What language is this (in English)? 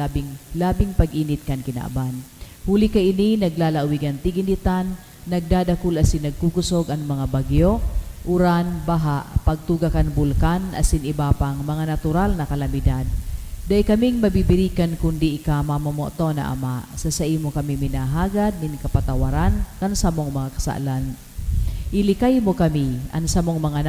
Bikol